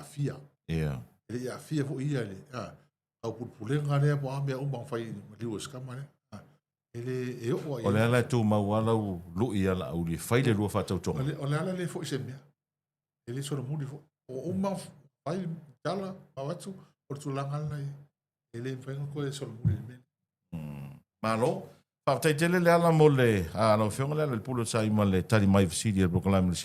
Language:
Samoan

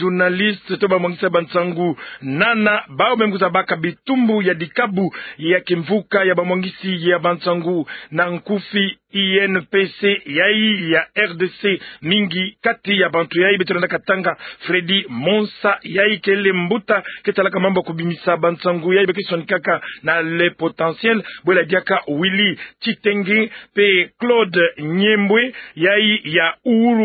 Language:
Kituba (Democratic Republic of Congo)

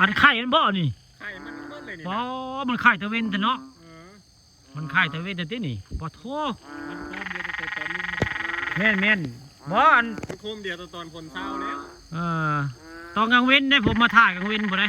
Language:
Northeastern Thai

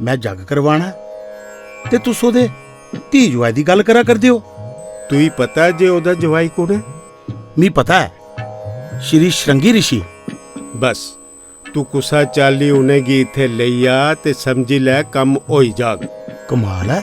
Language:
Dogri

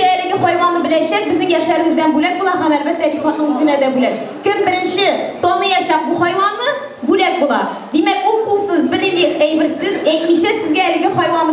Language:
Tatar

